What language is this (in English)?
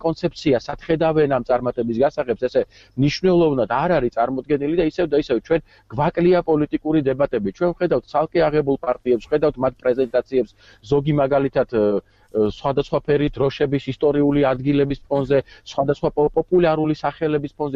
Georgian